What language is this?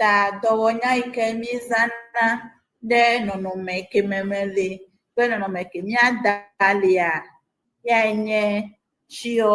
Ewe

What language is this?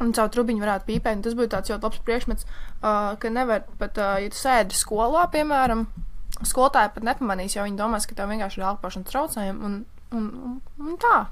Latvian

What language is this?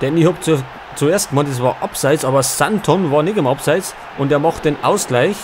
Bavarian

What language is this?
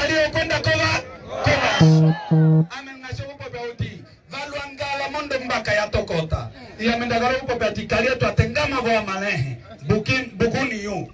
Umbundu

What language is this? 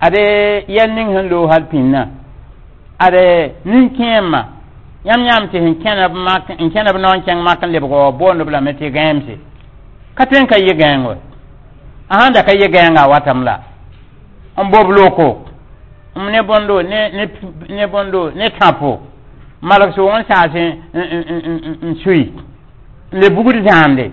Mossi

